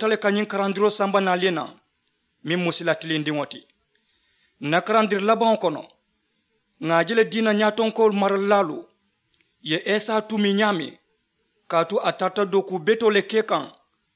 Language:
Mandingo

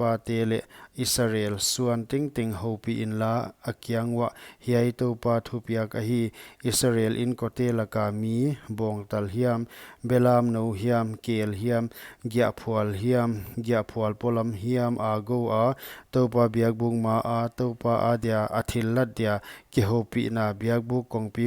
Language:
Paite Chin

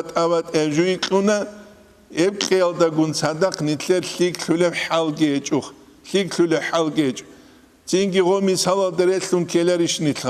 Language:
Avaric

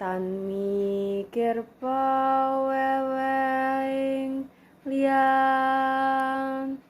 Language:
Javanese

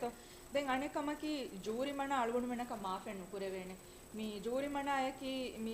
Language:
Divehi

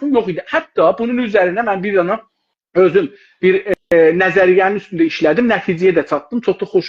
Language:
South Azerbaijani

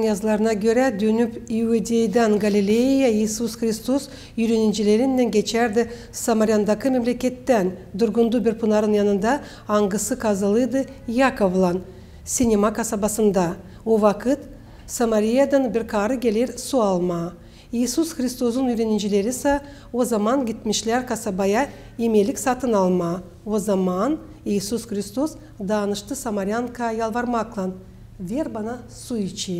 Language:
Gagauz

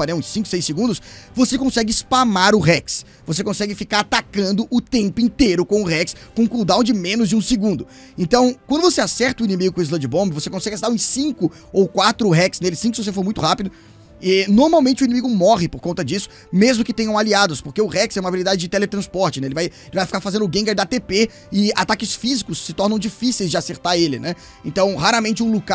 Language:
Portuguese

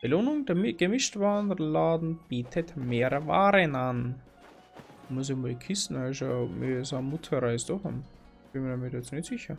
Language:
Bavarian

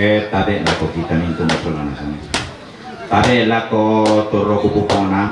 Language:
Toraja-Sa'dan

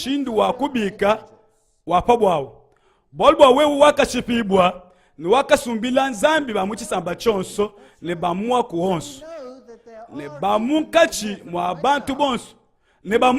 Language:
Luba-Lulua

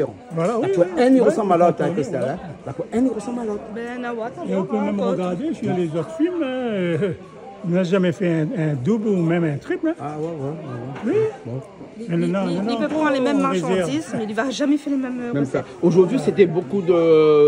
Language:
Réunion Creole French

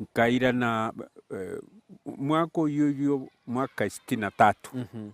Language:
Gusii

